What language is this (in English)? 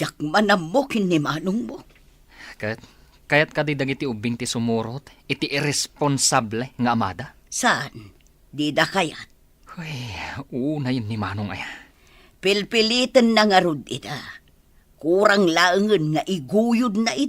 Iloko